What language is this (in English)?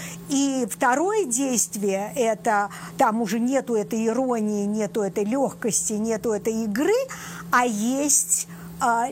Russian